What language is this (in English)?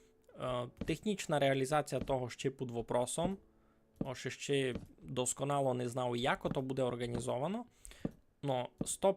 Rusyn